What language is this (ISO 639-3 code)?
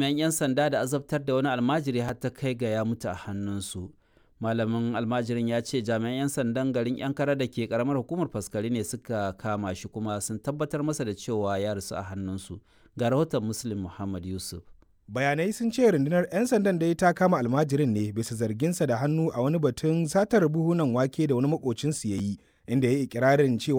hau